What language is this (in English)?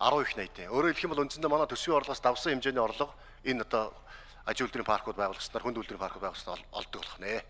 Mongolian